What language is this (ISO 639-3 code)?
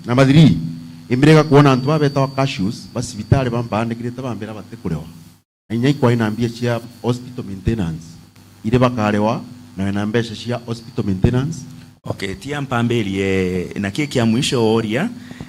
mer